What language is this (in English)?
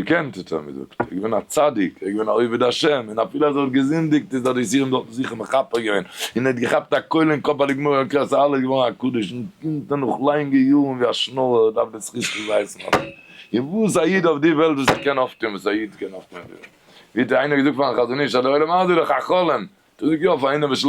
Yiddish